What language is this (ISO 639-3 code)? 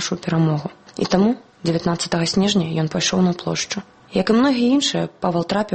bel